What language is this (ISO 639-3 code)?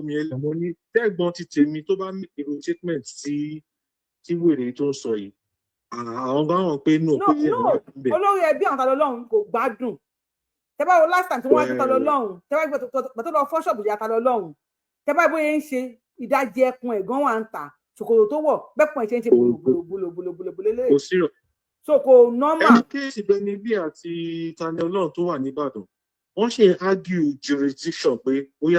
yor